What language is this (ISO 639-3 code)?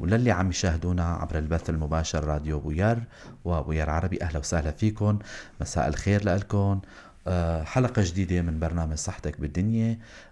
apc